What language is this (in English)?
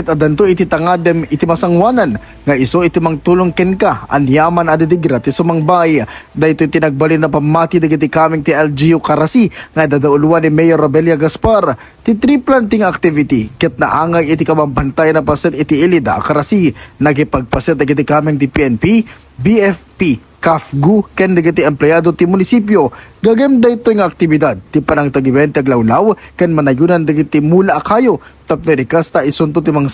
Iloko